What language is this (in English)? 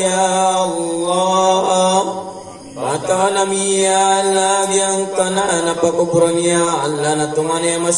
Maranao